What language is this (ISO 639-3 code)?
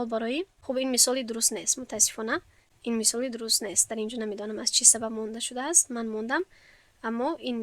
tgk